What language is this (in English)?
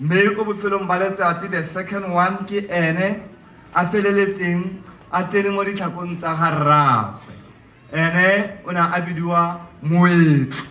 Tswana